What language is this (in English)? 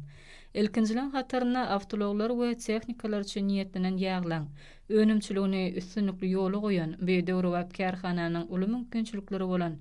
Turkmen